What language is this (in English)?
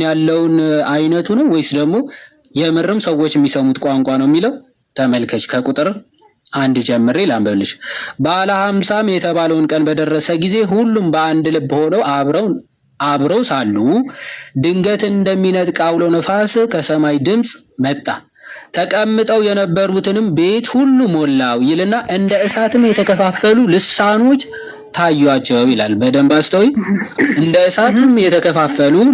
Amharic